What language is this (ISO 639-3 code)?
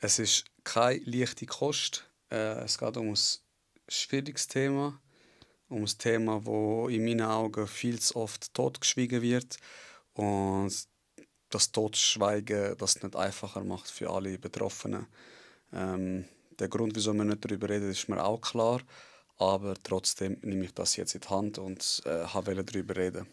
gsw